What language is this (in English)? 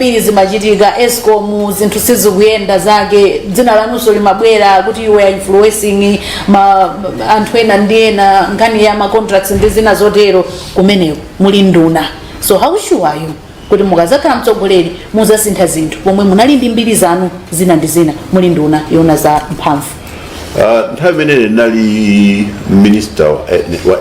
Nyanja